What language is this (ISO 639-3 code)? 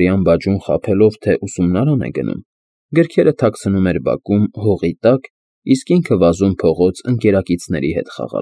hye